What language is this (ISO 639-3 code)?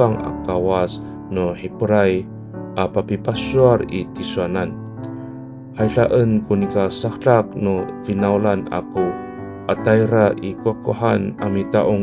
ami